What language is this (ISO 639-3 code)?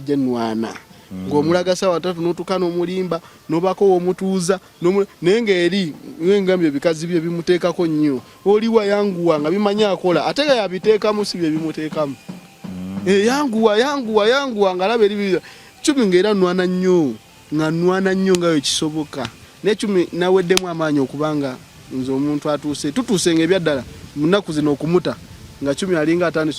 lug